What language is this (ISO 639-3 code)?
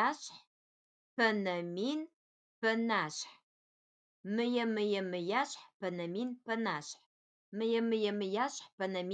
ady